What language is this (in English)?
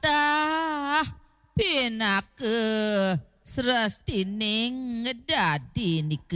Balinese